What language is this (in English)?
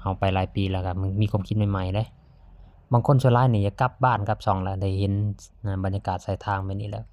Lao